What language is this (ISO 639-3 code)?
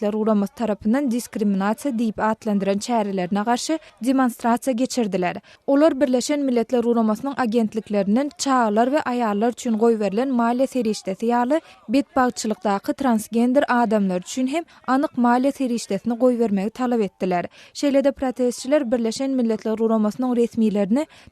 tuk